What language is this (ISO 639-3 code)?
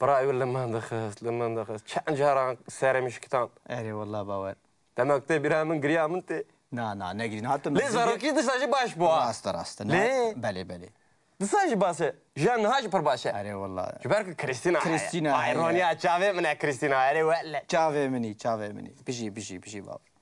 kur